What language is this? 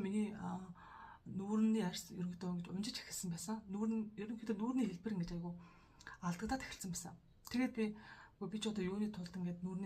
Mongolian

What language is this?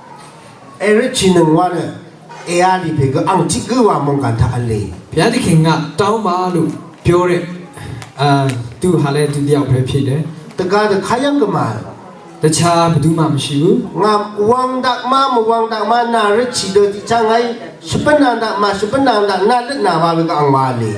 Rawang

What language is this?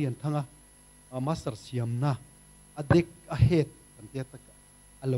Mizo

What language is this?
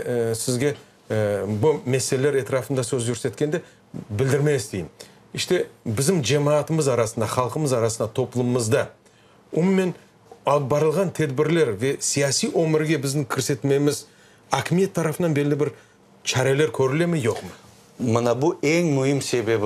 Crimean Tatar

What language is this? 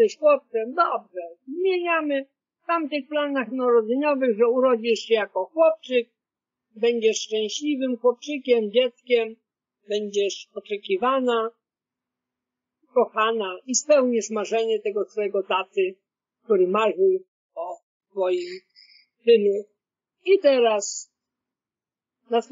Polish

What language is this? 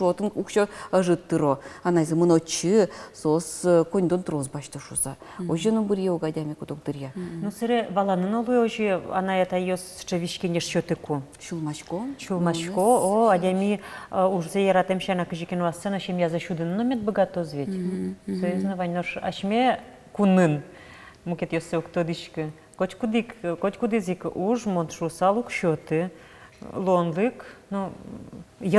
Udmurt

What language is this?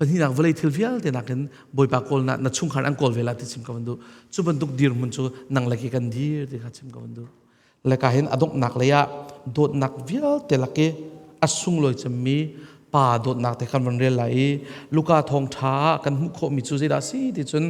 Hakha Chin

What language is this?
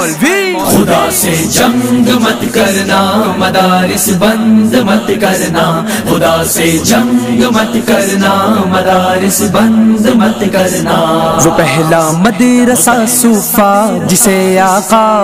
Urdu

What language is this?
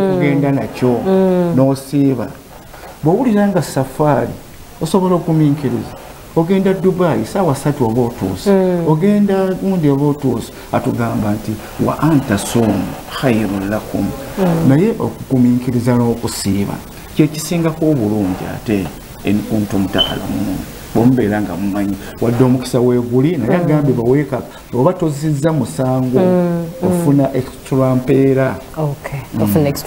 Ganda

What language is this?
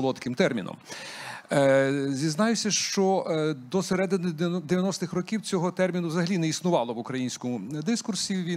Ukrainian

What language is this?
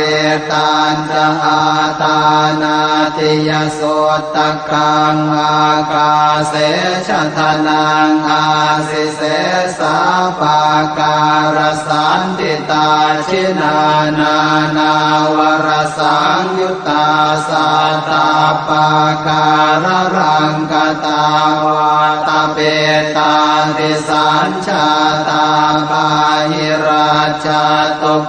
Pali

